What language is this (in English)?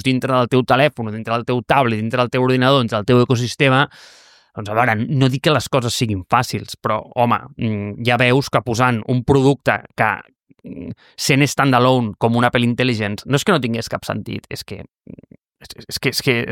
Catalan